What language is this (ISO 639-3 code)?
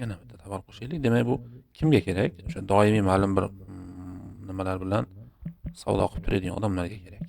uzb